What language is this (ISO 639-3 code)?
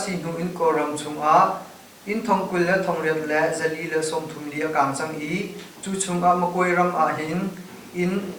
cnh